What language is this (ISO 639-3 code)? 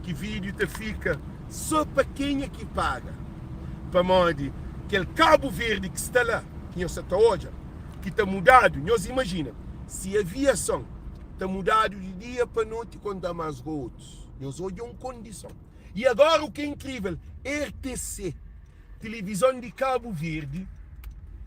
kea